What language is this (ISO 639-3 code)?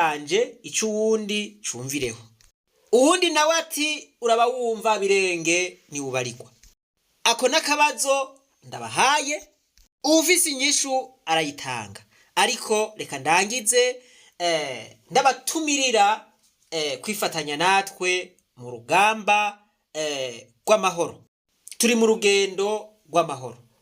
run